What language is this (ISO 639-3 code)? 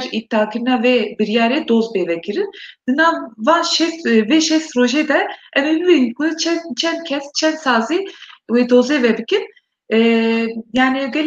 kur